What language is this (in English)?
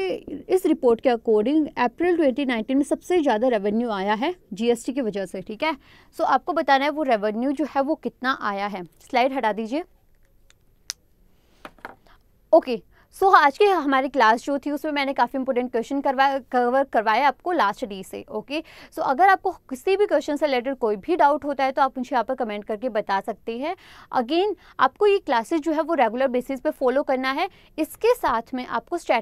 Hindi